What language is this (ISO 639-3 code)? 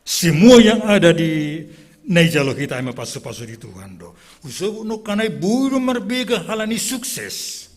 bts